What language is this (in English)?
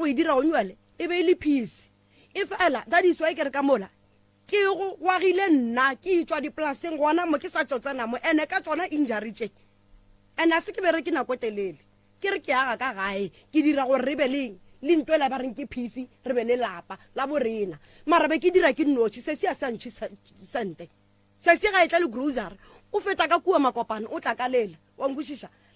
Northern Sotho